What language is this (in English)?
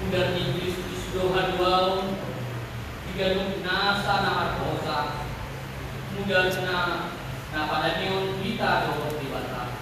Batak Toba